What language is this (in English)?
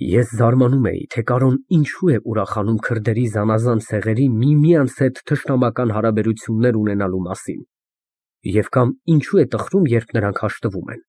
Armenian